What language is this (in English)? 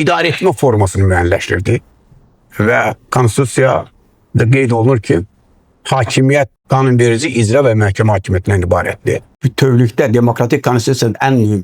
Azerbaijani